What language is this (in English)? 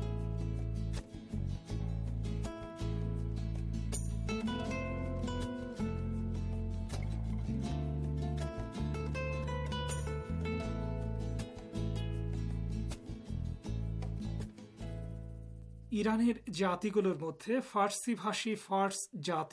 Bangla